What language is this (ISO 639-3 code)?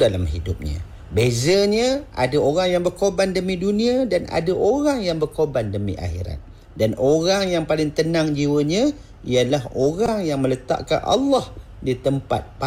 msa